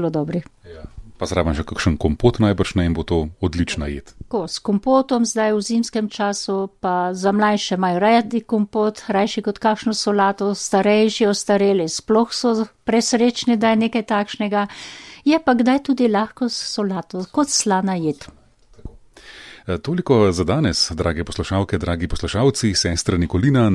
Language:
Slovenian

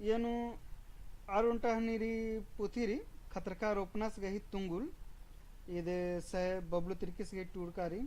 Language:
Kurukh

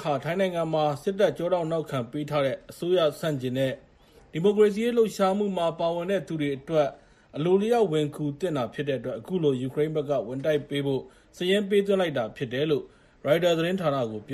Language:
Burmese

